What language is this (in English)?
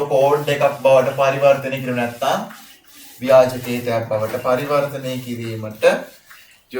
Sinhala